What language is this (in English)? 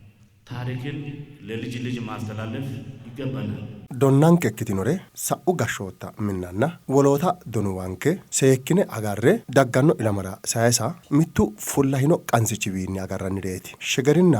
Sidamo